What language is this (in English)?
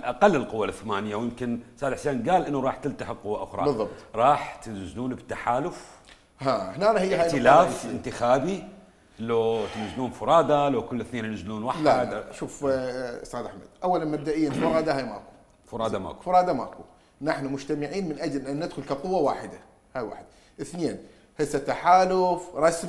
Mesopotamian Arabic